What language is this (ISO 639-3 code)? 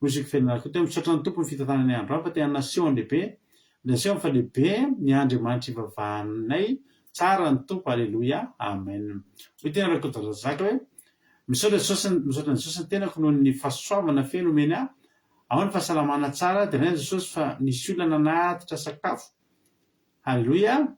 mlg